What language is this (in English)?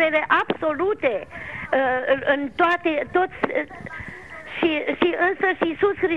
Romanian